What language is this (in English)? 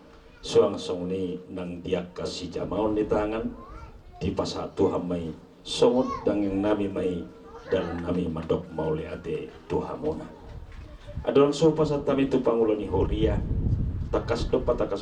Batak Toba